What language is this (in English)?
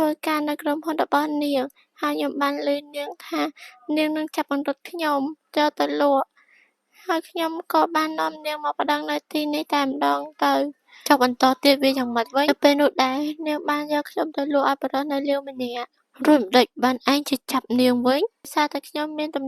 Khmer